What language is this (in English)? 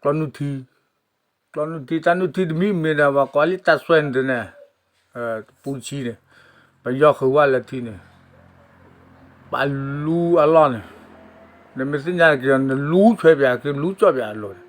S'gaw Karen